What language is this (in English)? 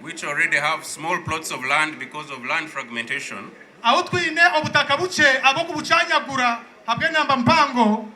Nyankole